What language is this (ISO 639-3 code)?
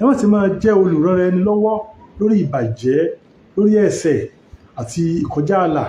yor